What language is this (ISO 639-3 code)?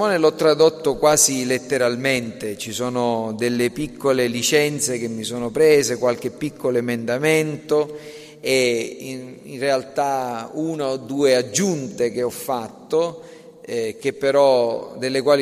ita